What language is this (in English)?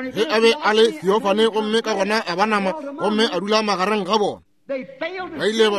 Northern Sotho